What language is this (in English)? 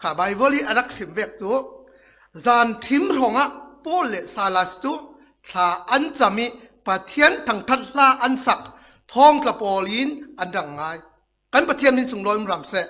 Falam Chin